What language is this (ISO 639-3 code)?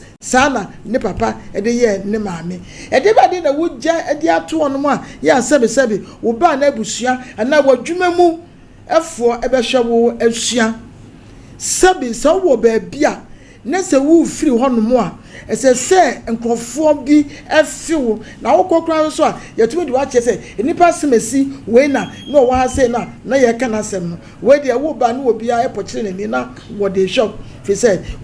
aka